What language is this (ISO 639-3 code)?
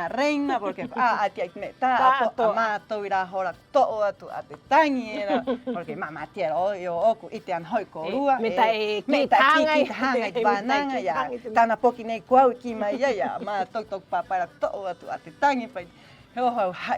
rap